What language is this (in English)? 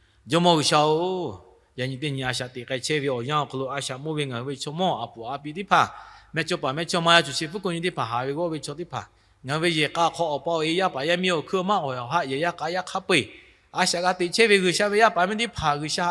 Lahu